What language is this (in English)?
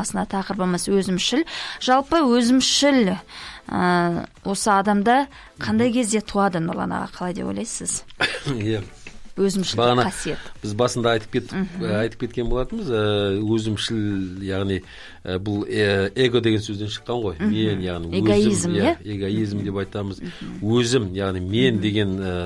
Kazakh